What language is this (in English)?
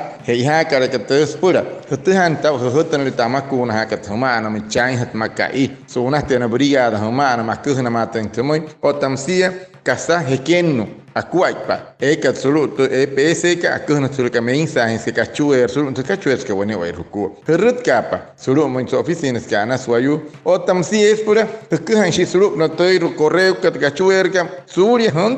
Wayuu